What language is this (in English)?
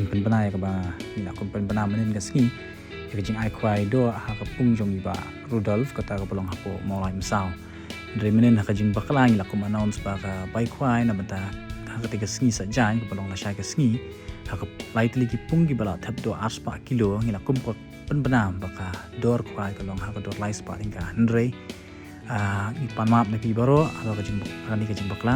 Khasi